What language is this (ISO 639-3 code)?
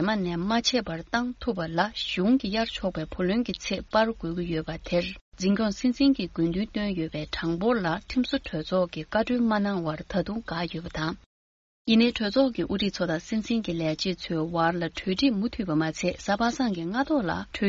bod